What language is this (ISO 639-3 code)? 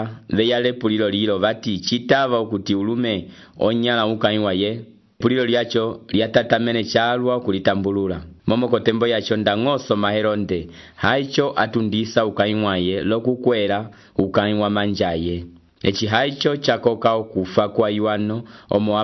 umb